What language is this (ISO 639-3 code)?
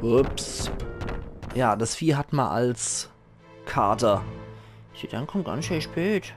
pfl